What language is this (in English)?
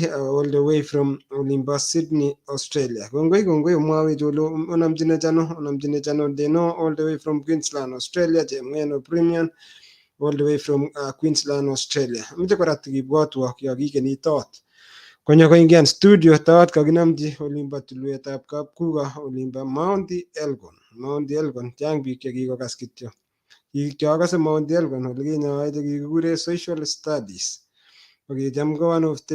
Kalenjin